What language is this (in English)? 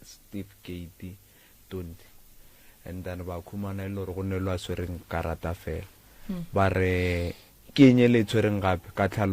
Northern Sotho